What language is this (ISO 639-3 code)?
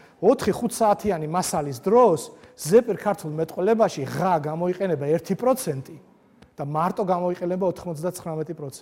kat